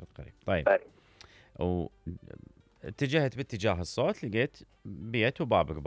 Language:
Mesopotamian Arabic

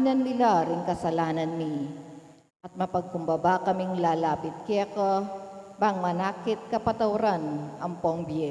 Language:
Pampanga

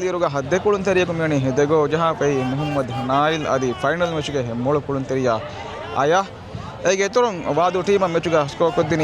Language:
Divehi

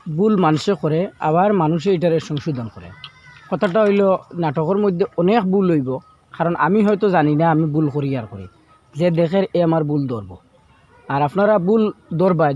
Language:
Sylheti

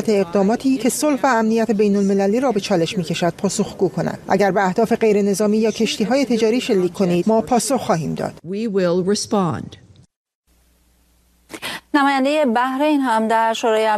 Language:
Persian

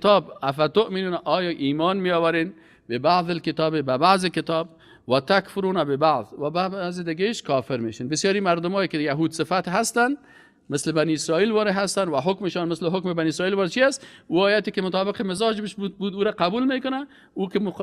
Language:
Persian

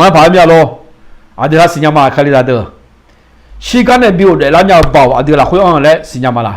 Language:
Akha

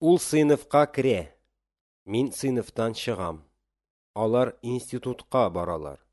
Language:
Tatar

